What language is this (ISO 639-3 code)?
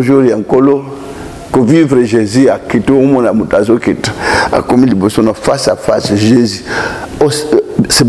lin